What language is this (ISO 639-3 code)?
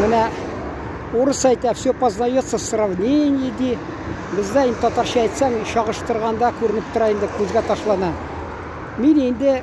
tat